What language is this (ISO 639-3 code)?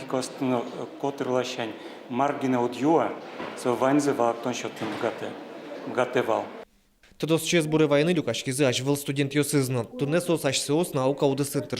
udm